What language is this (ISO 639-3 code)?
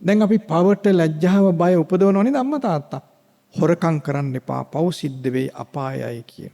sin